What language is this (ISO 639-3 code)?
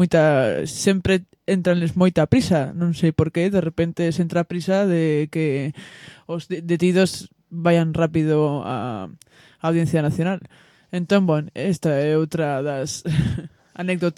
glg